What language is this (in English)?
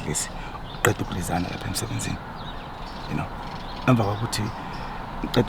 Zulu